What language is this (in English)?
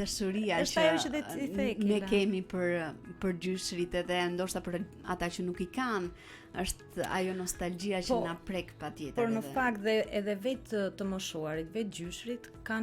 Albanian